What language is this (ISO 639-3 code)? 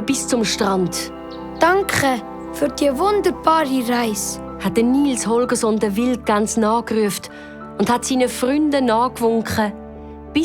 gsw